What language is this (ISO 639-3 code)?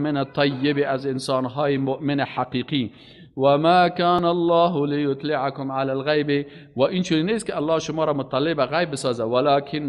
fas